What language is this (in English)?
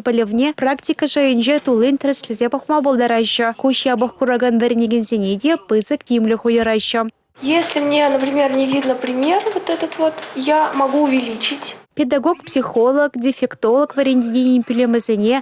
Chuvash